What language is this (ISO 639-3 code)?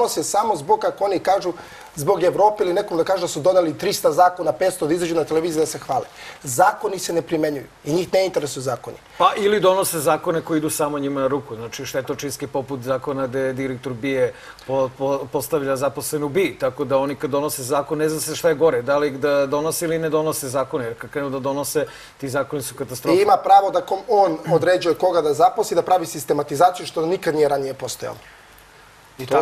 srp